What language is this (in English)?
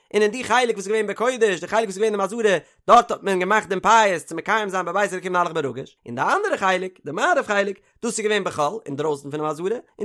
Yiddish